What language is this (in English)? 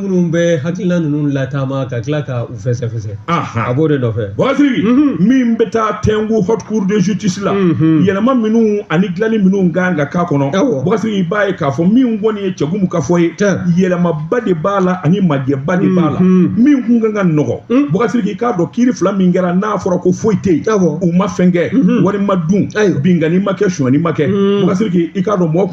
Bambara